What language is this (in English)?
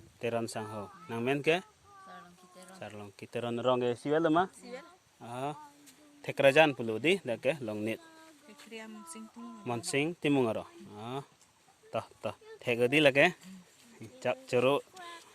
Karbi